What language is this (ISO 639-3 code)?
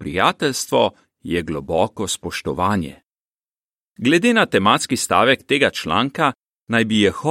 slv